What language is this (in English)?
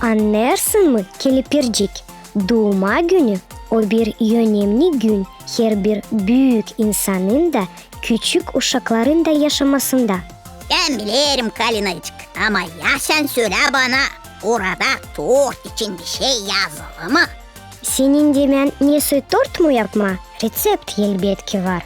Gagauz